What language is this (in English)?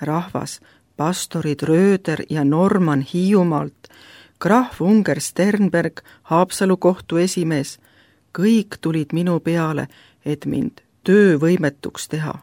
Estonian